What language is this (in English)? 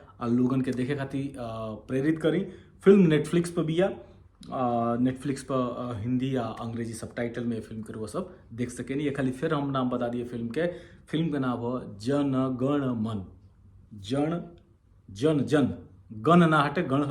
Bhojpuri